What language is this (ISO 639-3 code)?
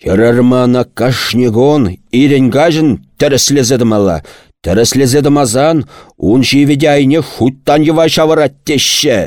chv